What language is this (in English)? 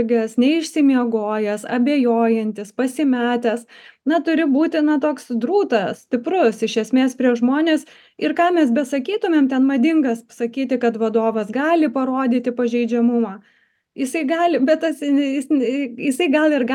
Lithuanian